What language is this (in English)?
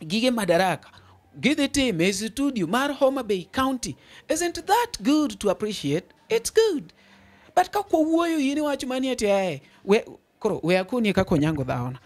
Luo (Kenya and Tanzania)